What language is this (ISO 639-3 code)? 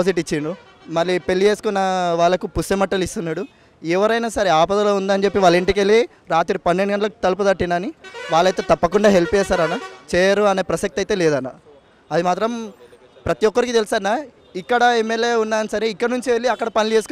tel